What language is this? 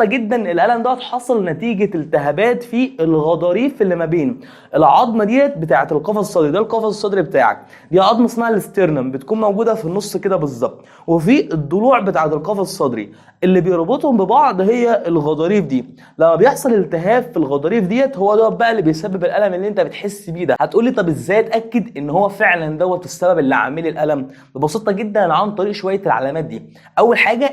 Egyptian Arabic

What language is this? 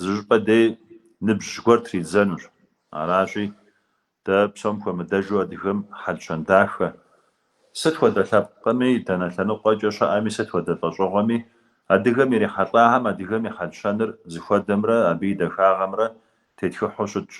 Kabardian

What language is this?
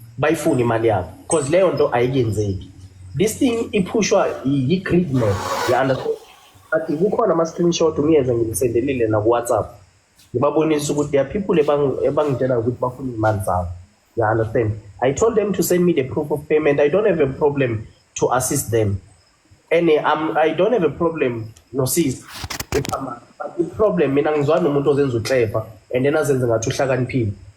Zulu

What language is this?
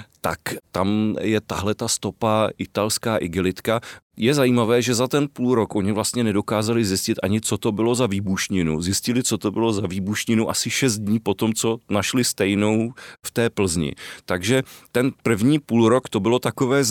Czech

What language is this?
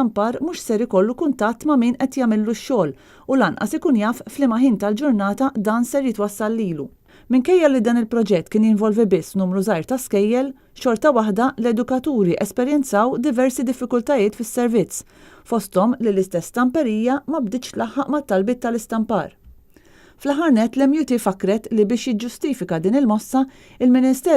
Maltese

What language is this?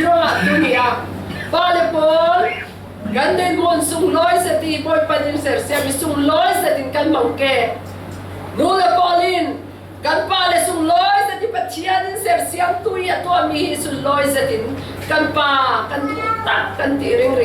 Falam Chin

